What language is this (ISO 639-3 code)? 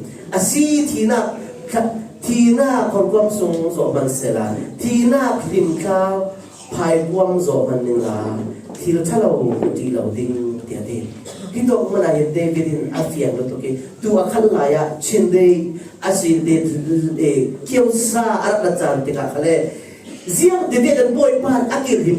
cfm